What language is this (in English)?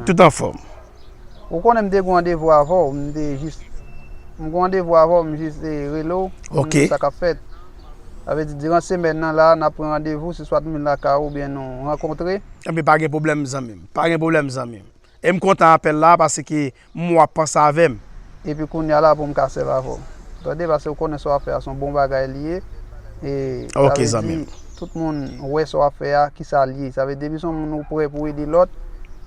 Haitian Creole